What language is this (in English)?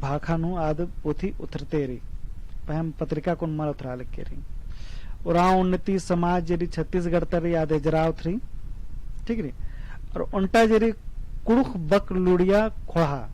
Kurukh